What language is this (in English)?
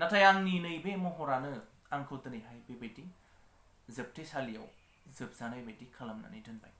Bodo